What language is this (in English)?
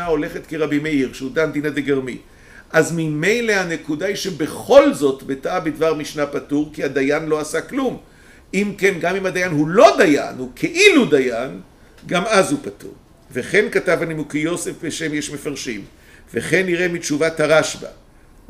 Hebrew